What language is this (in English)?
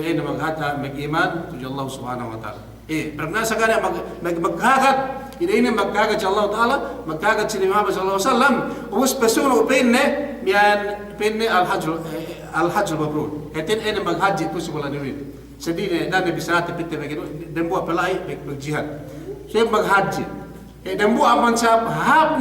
Yakan